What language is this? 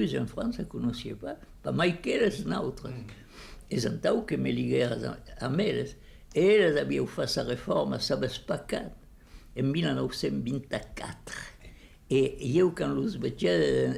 Occitan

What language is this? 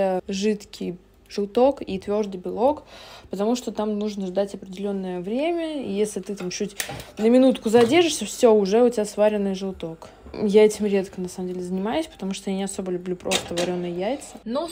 Russian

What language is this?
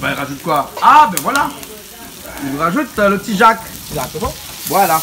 Réunion Creole French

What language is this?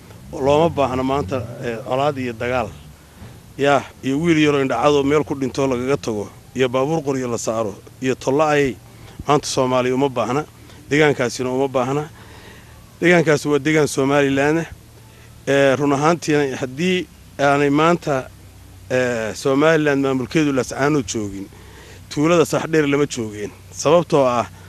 Somali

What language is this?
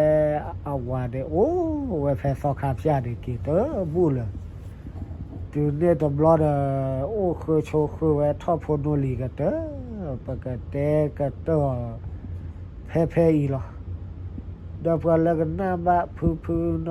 S'gaw Karen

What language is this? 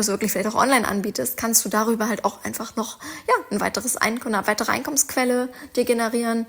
German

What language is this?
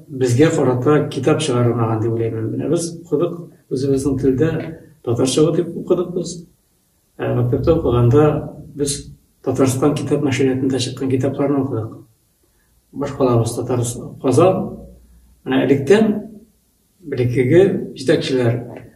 Bashkir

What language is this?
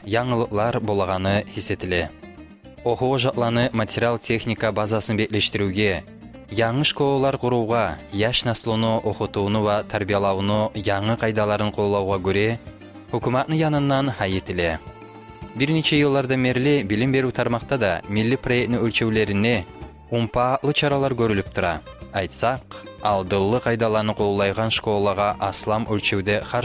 Kumyk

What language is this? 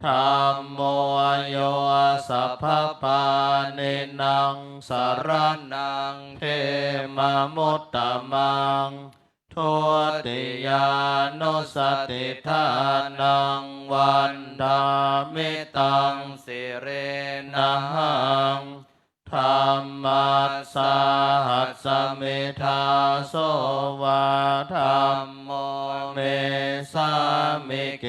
Pali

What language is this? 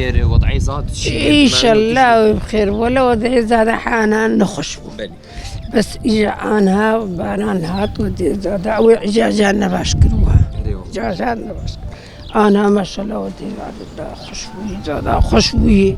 Kurdish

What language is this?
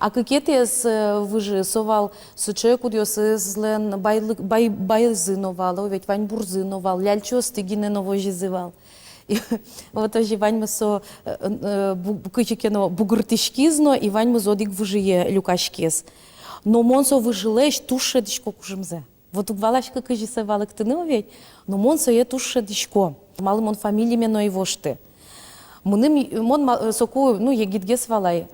Udmurt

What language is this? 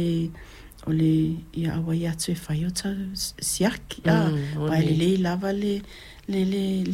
Samoan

